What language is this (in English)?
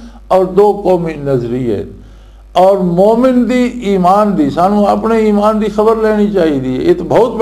Western Panjabi